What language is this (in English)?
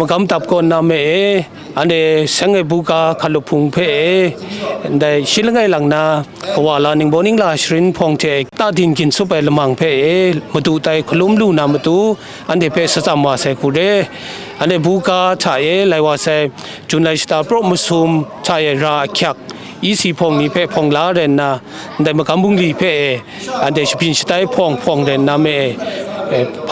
Kachin